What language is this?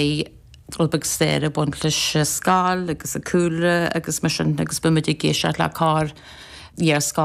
Irish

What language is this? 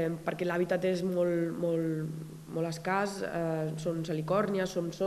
Catalan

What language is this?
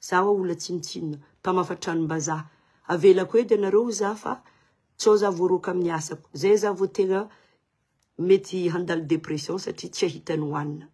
Malagasy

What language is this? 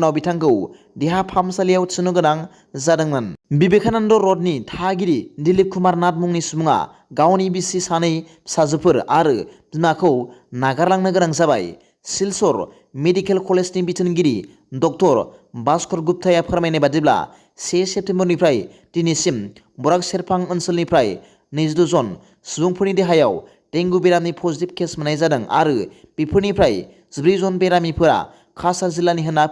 Bodo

